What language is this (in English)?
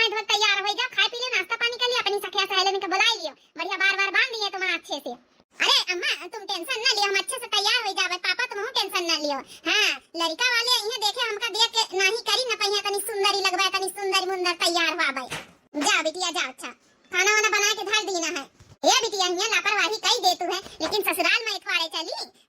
Awadhi